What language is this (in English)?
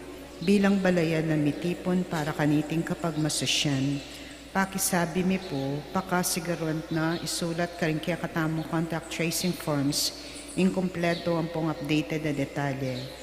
Pampanga